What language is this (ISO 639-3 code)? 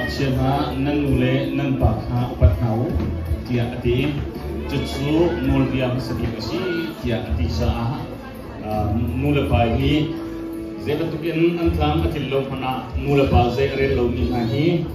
cnh